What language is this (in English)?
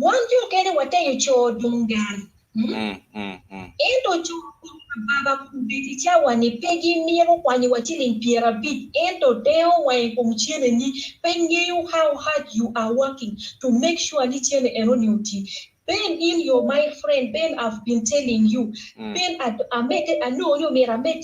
Acoli